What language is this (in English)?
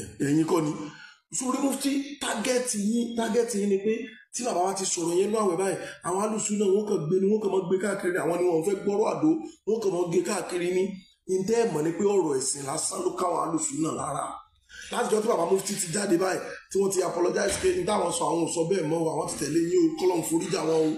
Yoruba